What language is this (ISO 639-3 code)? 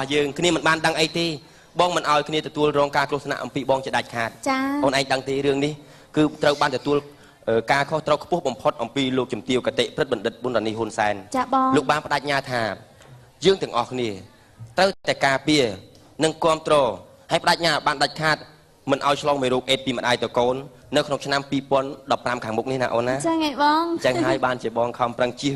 khm